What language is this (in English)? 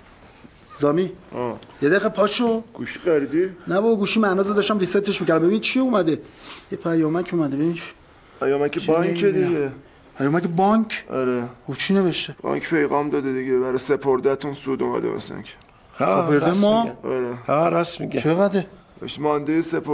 Persian